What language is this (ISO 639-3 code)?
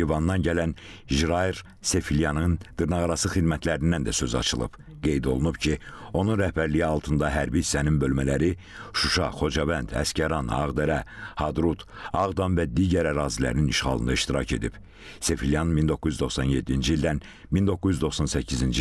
aze